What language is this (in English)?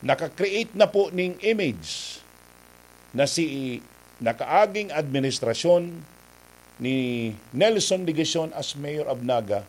Bikol